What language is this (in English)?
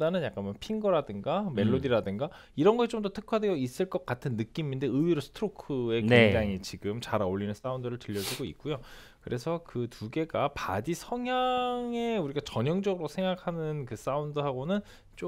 Korean